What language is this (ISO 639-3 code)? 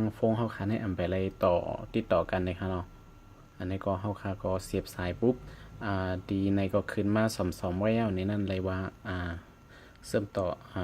shn